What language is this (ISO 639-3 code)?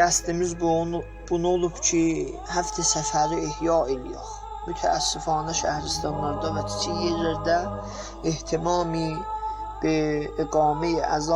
azb